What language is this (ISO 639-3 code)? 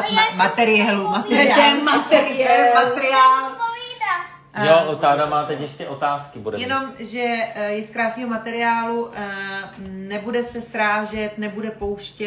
ces